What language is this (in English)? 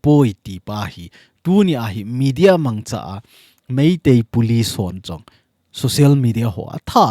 Thado Chin